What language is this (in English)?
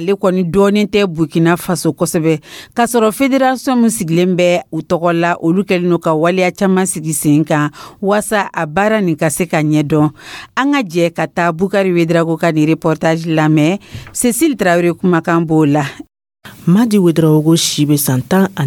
Dyula